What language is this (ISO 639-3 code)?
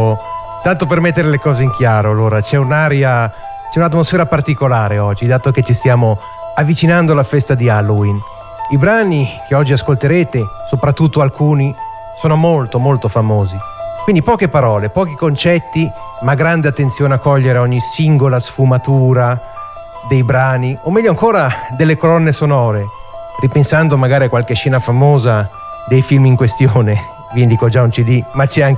ita